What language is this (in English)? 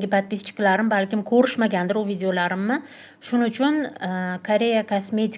Uzbek